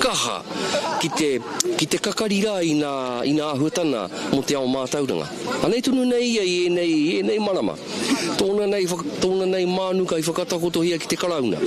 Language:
Māori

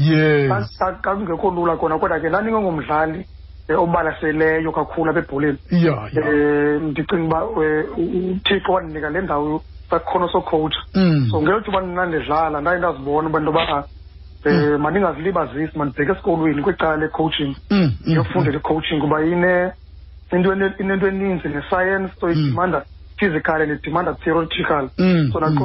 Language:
Xhosa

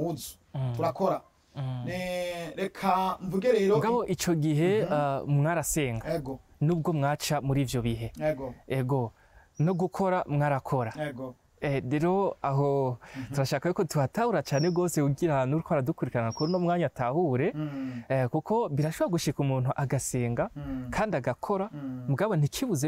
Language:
Rundi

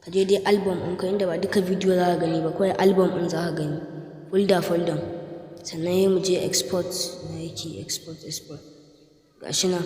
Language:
Hausa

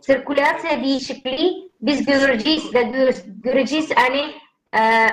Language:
Gagauz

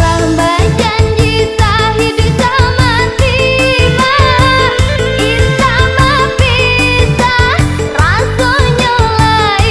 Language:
Minangkabau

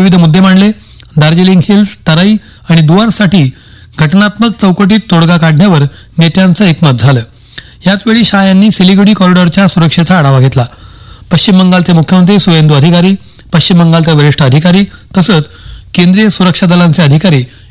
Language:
Marathi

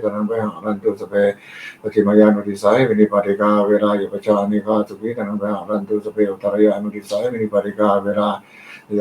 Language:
Pali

